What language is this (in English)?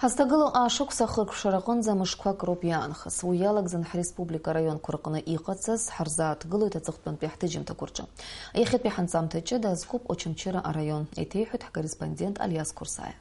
Abkhazian